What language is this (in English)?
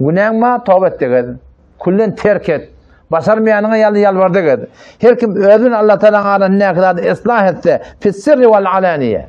Turkmen